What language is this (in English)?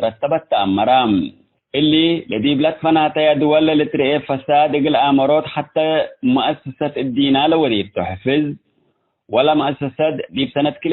Tigre